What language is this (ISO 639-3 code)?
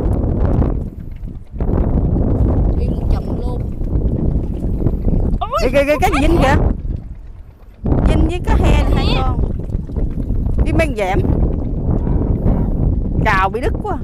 vie